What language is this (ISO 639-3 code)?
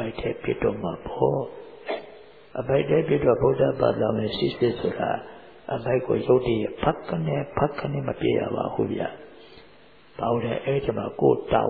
mya